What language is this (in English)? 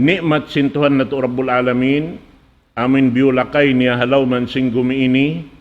Tausug